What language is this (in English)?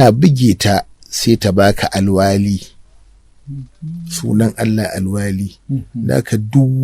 Hausa